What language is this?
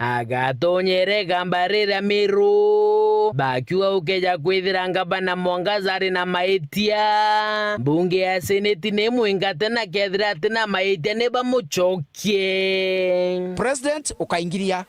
Meru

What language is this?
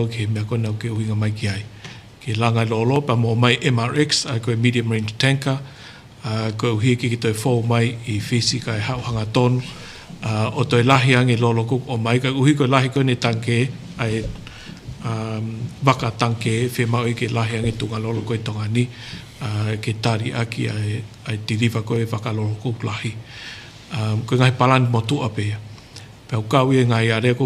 Tongan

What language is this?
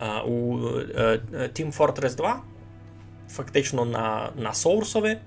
Rusyn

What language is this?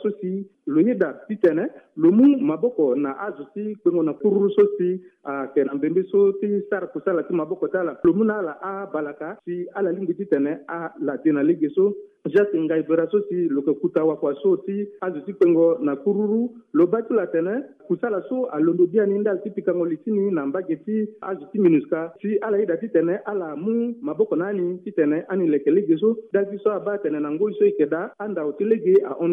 Sango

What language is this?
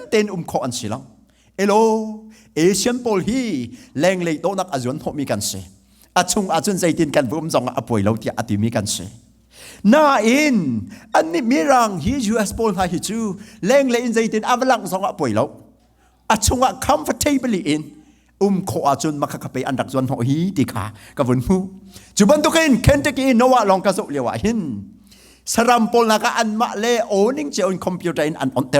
Hakha Chin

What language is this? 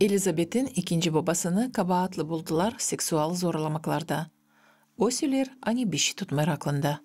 Gagauz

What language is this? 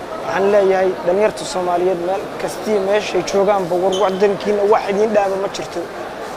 Somali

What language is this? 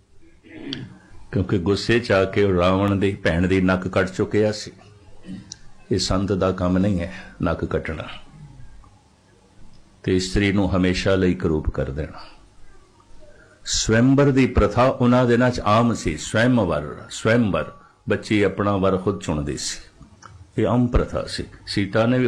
Punjabi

